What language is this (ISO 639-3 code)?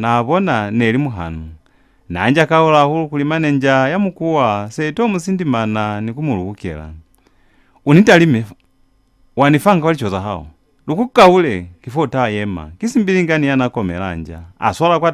loz